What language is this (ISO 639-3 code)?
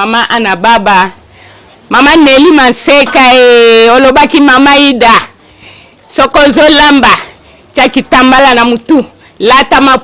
lin